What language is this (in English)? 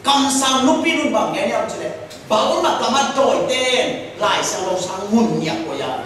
Tedim Chin